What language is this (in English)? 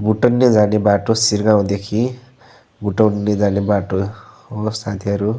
Nepali